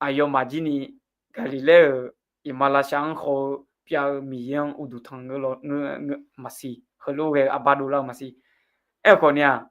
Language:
Akha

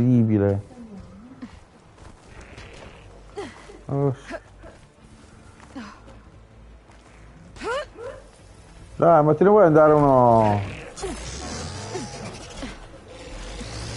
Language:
Italian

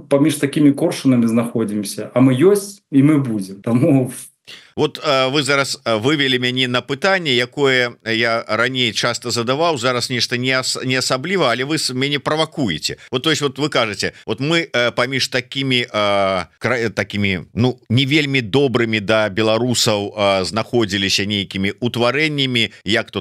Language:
Belarusian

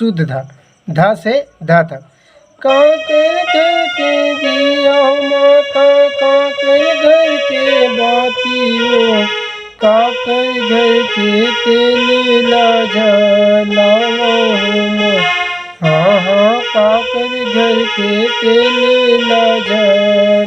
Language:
Chhattisgarhi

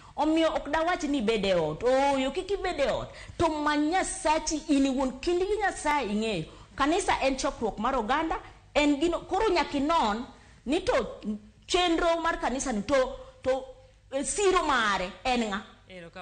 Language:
Luo (Kenya and Tanzania)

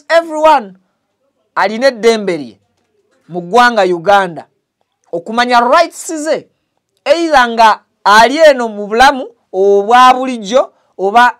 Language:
Ganda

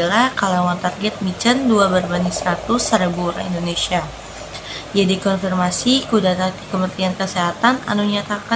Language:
Sundanese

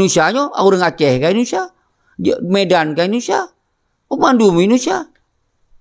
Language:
Achinese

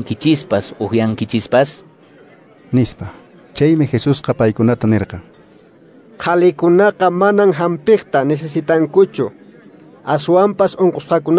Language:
Quechua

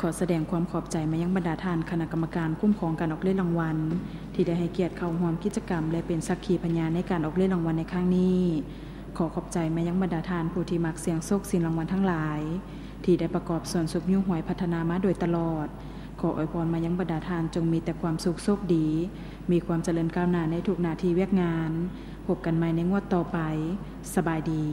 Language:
Lao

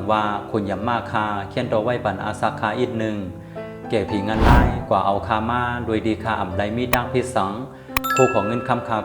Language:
Shan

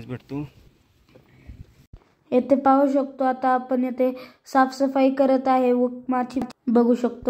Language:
Marathi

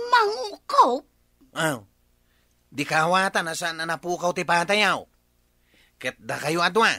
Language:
Iloko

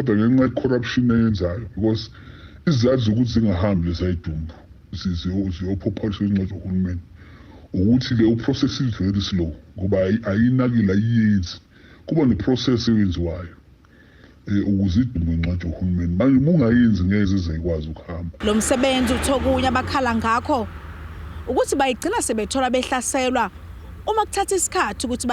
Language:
Zulu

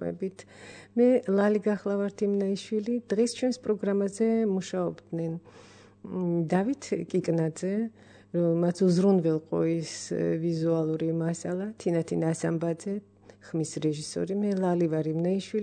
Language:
Georgian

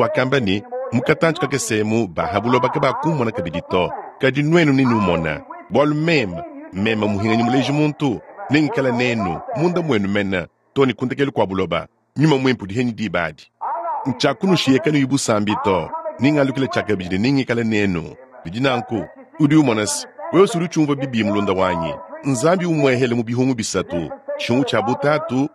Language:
Luba-Lulua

